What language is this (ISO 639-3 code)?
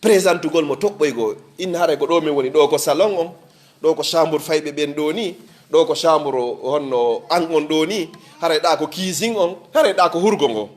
ful